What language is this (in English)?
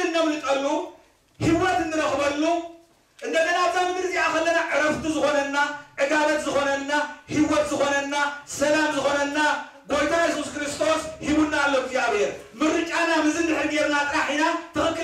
Tigrinya